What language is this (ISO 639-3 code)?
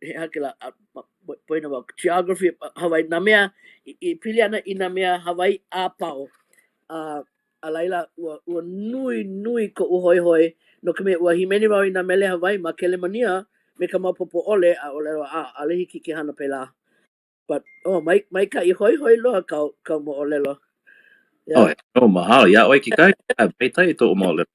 haw